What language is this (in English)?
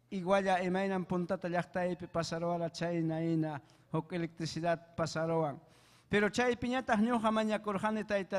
Ayacucho Quechua